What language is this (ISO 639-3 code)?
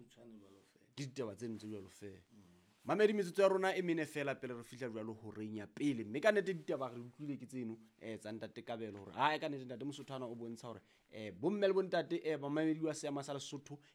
sot